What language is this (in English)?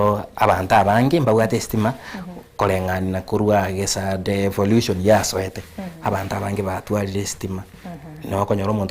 Gusii